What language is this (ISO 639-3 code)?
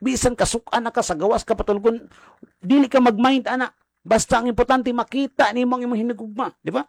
ceb